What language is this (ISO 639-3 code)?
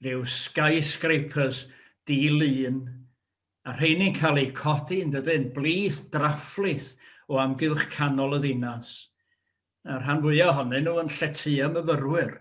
cym